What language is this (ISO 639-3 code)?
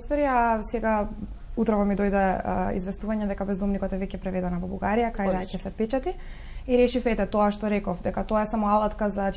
mkd